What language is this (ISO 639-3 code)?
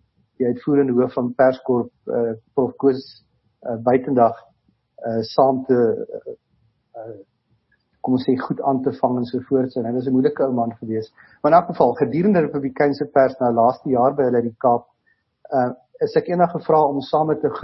afr